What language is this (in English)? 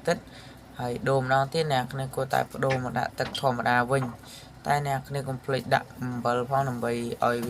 Khmer